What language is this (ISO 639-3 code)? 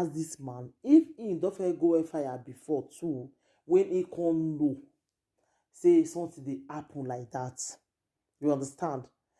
pcm